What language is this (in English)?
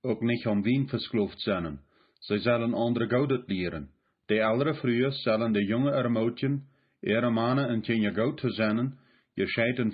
Plautdietsch